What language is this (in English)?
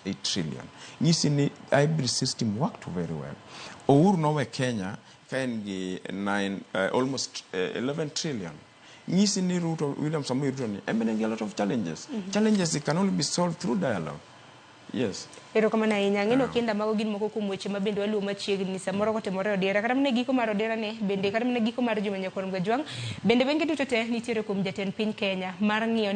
Luo (Kenya and Tanzania)